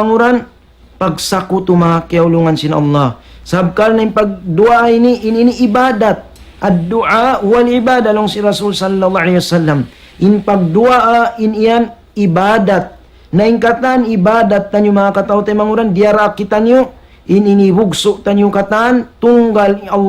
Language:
Tausug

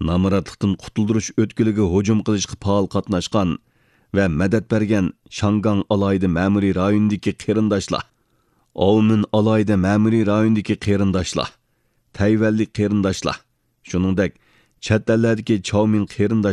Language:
Uyghur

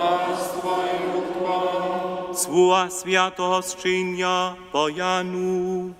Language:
Upper Sorbian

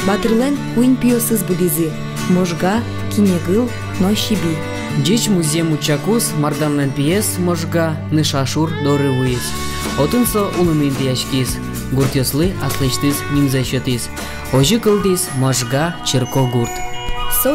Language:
Udmurt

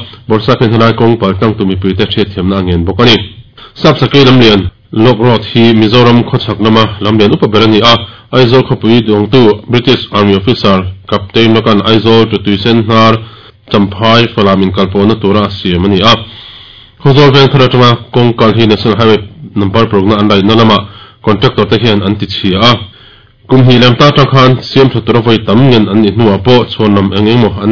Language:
Mizo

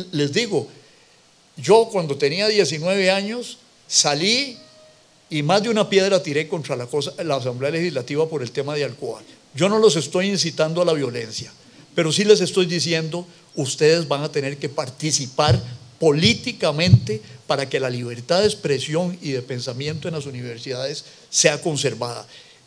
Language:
Spanish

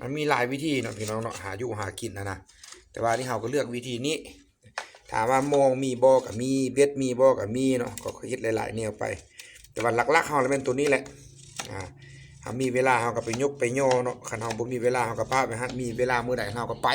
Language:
Lao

